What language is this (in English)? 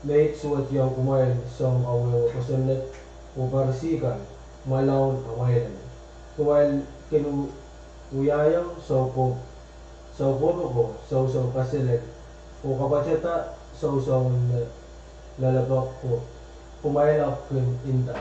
Pohnpeian